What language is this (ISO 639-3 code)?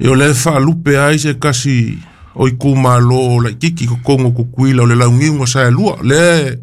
smo